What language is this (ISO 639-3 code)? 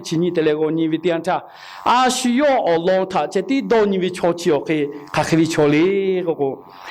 lhu